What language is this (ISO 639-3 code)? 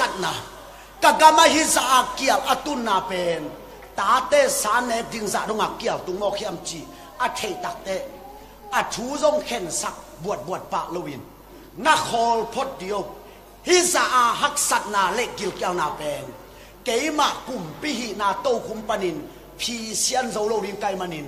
ctd